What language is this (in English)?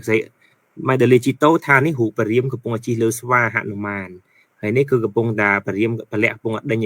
Khmer